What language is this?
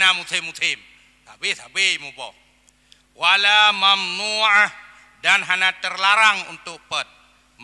Achinese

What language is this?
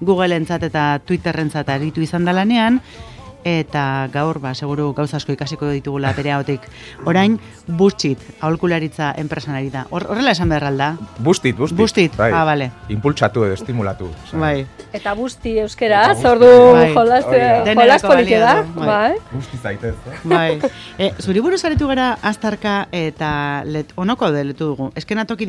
Basque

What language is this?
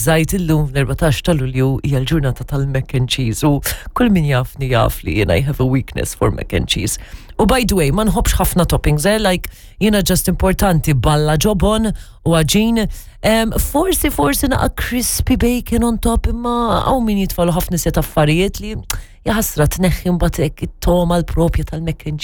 Maltese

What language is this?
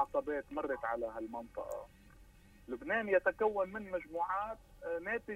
North Levantine Arabic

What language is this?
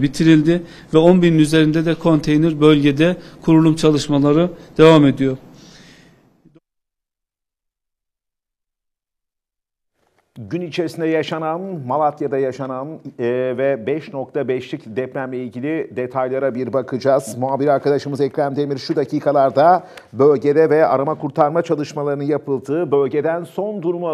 Turkish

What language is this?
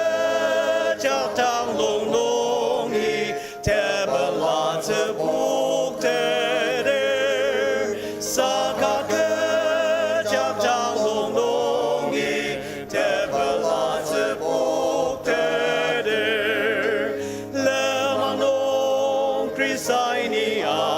Ao Naga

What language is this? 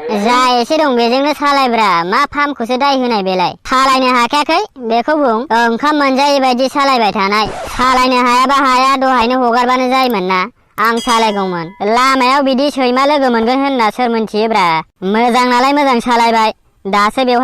Bodo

